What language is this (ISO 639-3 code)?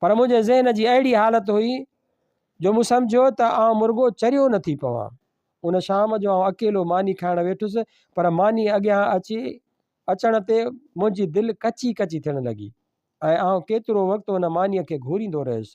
snd